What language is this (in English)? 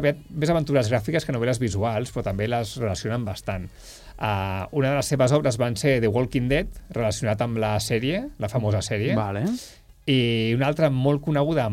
Catalan